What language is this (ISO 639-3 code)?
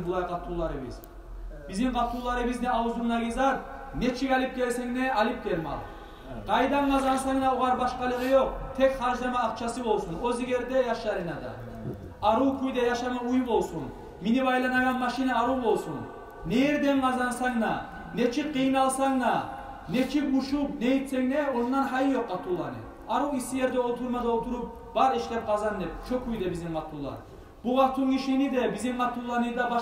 kum